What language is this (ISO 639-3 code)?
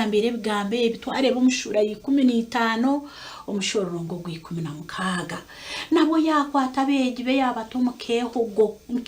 nyn